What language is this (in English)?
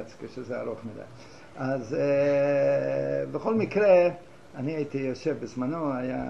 Hebrew